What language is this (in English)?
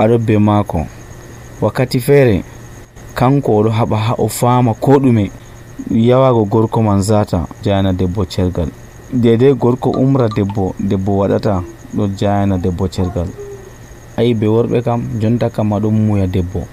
Nigerian Fulfulde